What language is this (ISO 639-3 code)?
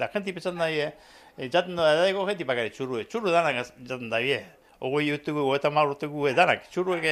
eus